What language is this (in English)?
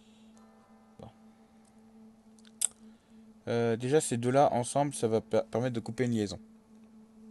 French